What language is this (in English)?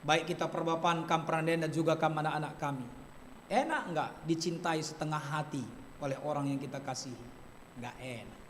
Batak Karo